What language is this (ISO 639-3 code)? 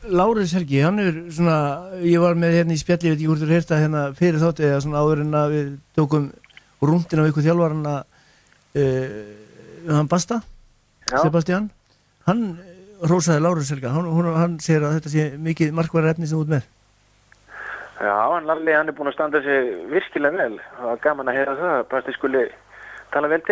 isl